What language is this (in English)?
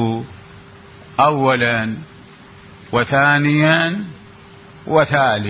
Mesopotamian Arabic